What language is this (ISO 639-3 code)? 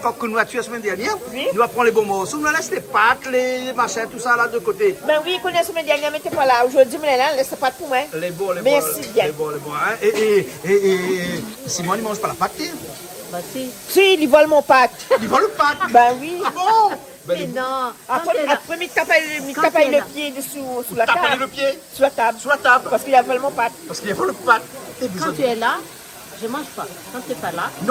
rcf